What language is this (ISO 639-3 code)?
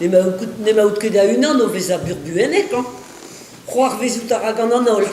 bre